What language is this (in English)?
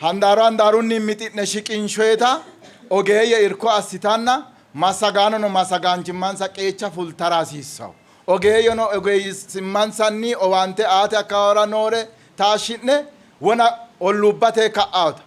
Sidamo